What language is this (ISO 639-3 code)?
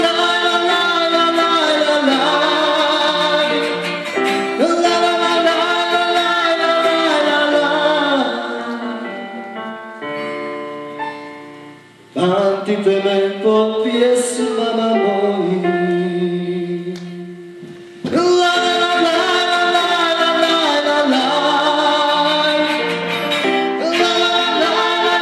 hrv